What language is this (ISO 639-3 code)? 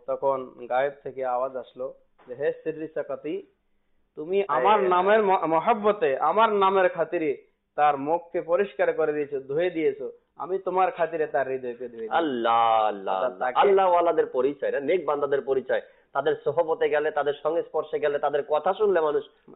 ben